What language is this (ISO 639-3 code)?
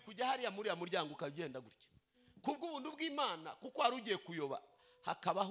kin